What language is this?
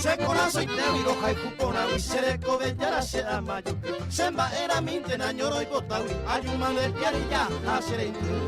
Guarani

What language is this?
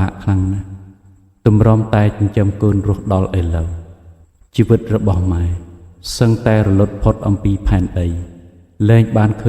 Khmer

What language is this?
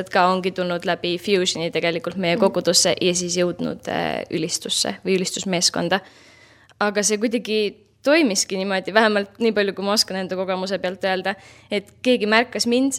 Estonian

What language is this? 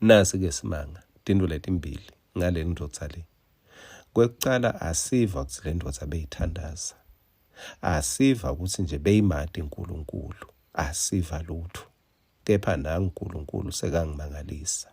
Swati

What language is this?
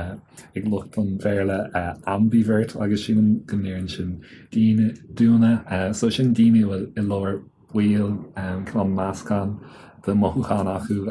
Irish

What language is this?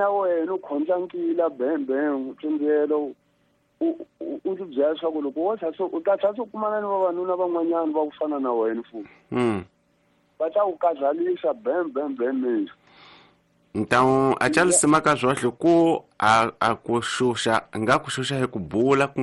Tsonga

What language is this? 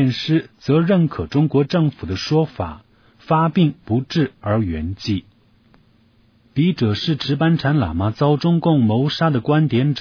Chinese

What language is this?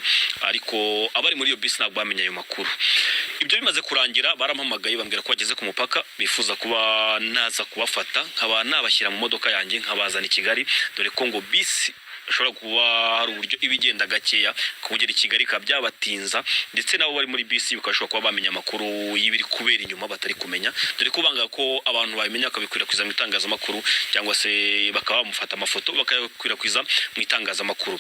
Kinyarwanda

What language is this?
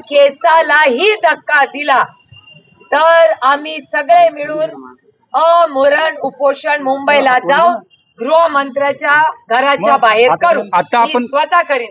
Marathi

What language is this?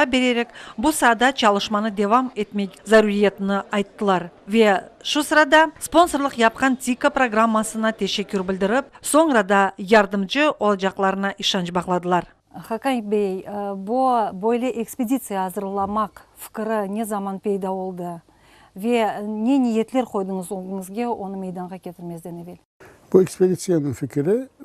Crimean Tatar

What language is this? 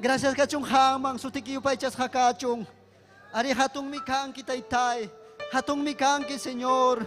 Ayacucho Quechua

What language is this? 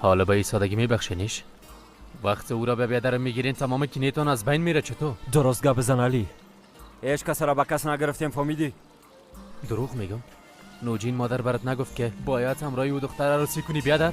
Persian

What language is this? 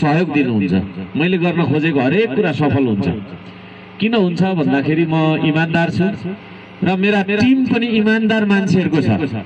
Nepali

